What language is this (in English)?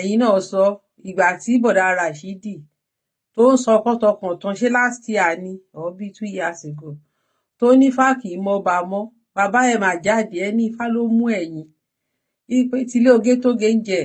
Yoruba